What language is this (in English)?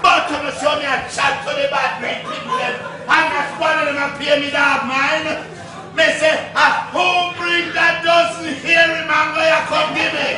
Jamaican Creole English